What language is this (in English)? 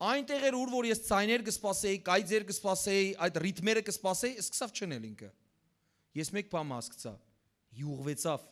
Western Armenian